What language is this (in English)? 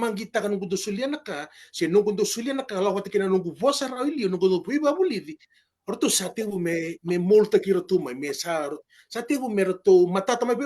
Fijian